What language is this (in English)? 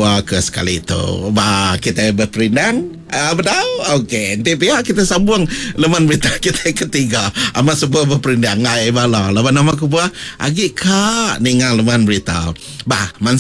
Iban